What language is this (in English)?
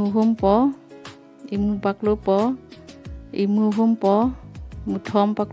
Karbi